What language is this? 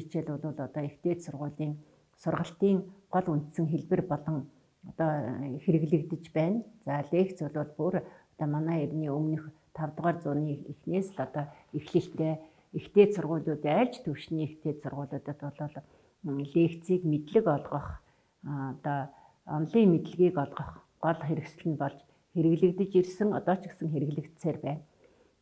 Mongolian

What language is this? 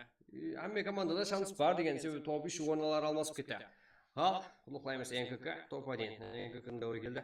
Kara-Kalpak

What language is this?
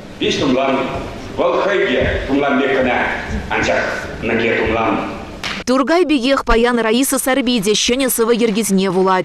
Chuvash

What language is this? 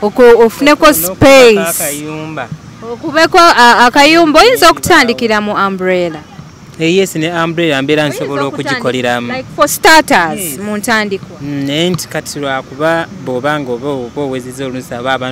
Ganda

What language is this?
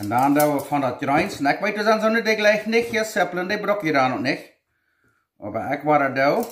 Plautdietsch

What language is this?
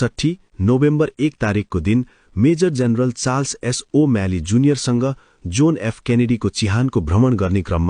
Nepali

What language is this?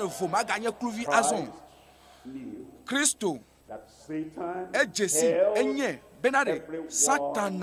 Ewe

